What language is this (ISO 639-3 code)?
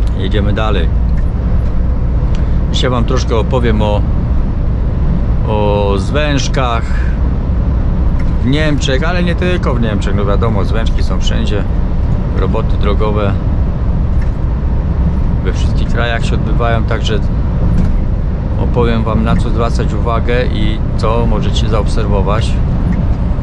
pol